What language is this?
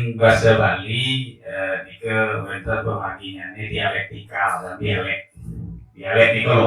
Balinese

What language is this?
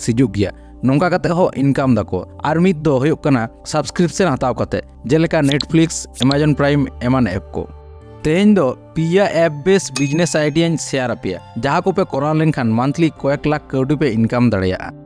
Santali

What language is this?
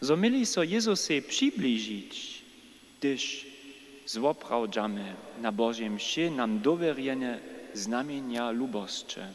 Upper Sorbian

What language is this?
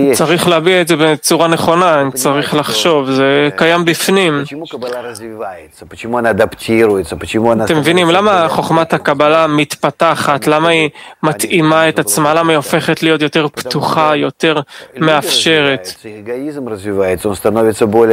Hebrew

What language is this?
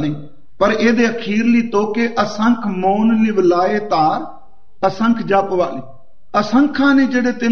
Punjabi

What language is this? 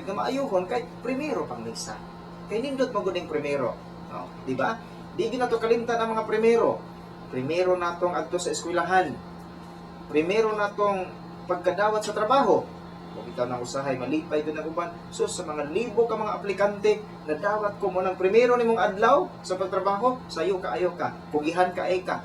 Cebuano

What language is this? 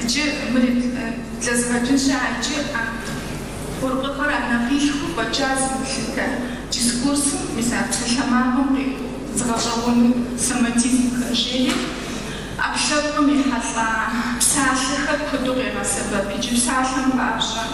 Kabardian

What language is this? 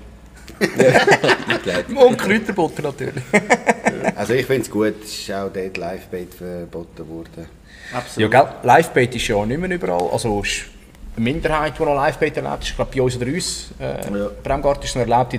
Swiss German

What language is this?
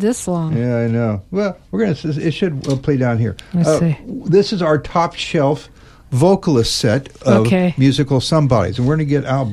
English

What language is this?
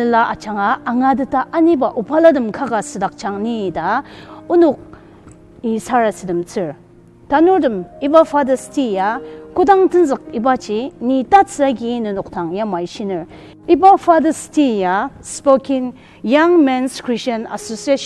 Ao Naga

